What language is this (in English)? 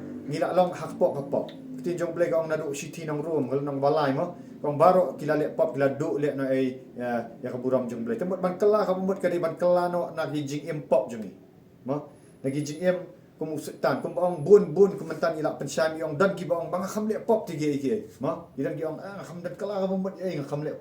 Khasi